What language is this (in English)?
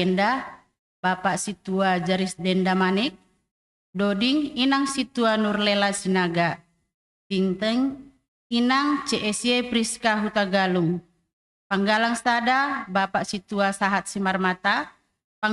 Batak Simalungun